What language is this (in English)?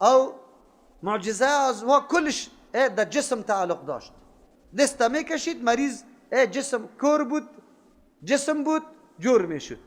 Persian